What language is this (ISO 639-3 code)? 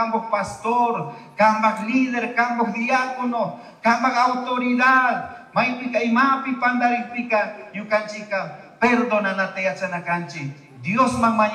qug